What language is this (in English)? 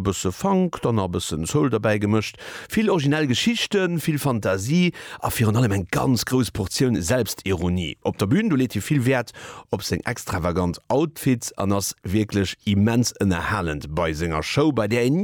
Luxembourgish